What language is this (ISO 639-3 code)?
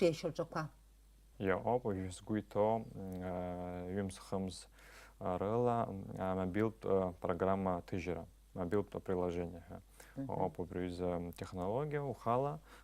abk